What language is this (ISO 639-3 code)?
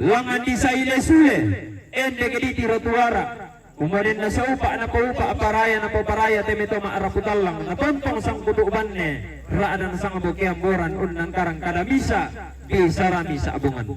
sda